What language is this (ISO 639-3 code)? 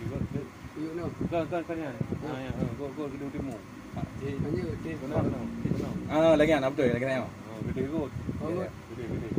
ace